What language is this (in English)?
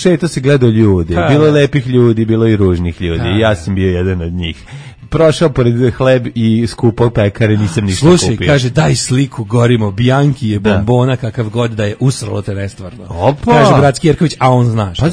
Serbian